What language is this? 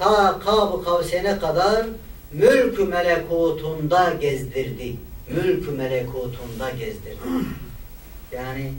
Turkish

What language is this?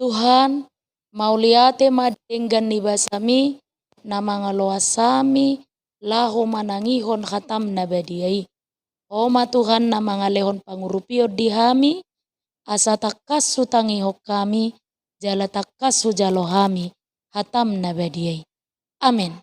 Batak Toba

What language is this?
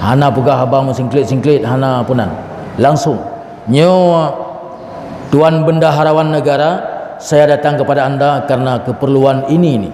Achinese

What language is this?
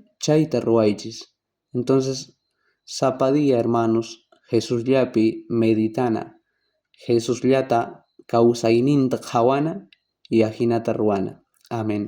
South Bolivian Quechua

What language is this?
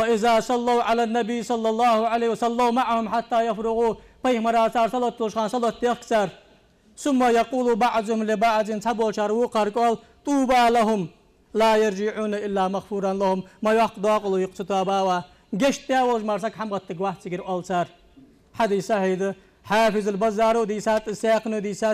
Ingush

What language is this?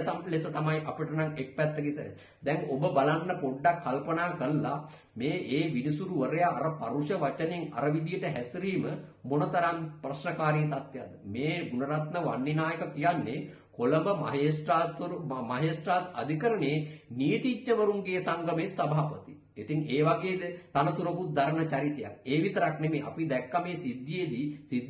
Sinhala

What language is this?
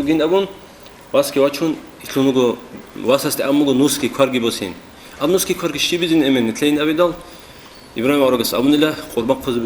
Avaric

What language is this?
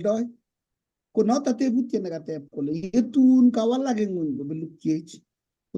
Kalenjin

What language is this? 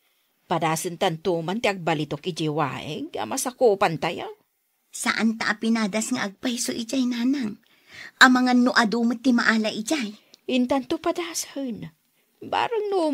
Iloko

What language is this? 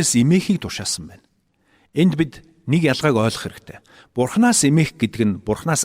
Mongolian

